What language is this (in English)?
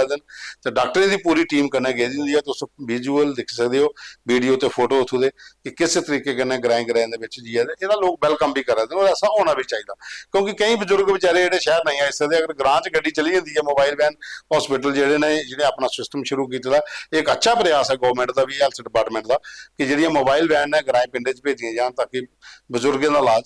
Dogri